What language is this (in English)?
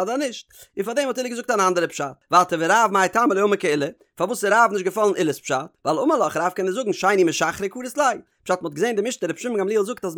Yiddish